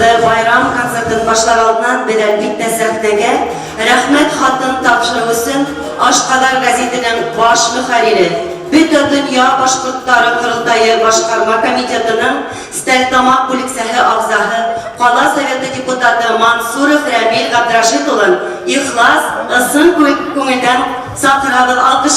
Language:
Bashkir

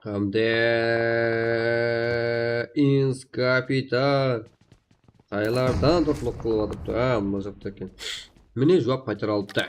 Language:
Kara-Kalpak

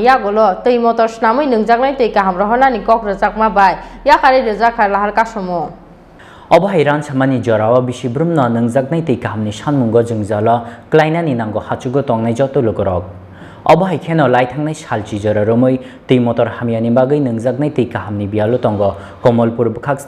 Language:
Kok Borok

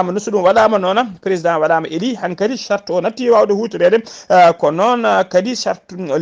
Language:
Fula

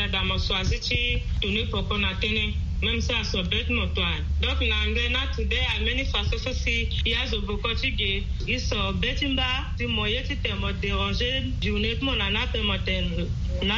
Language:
Sango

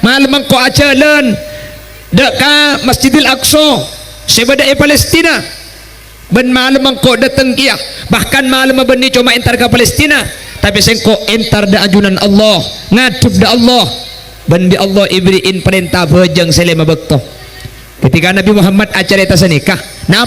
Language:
Madurese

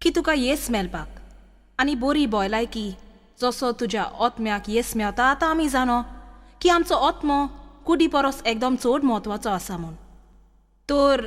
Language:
Konkani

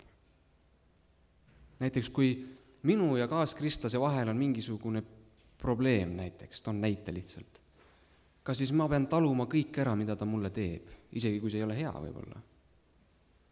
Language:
Estonian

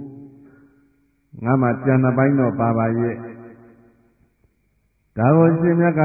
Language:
Burmese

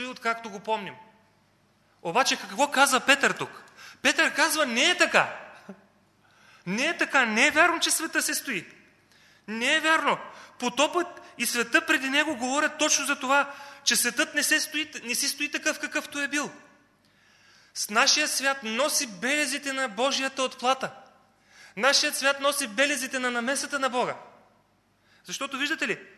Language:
Bulgarian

